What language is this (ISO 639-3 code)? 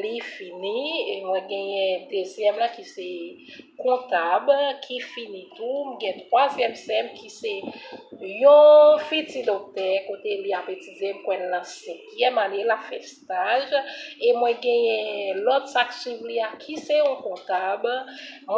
hat